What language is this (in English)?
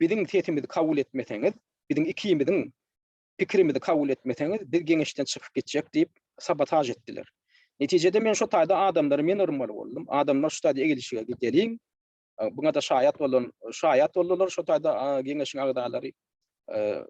Turkmen